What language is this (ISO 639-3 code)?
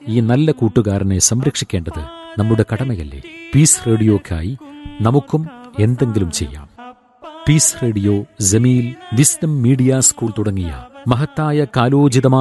mal